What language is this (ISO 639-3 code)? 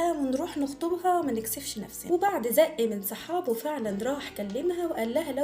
arz